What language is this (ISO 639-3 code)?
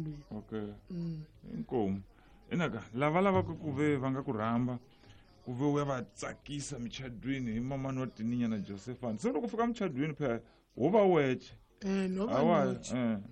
tso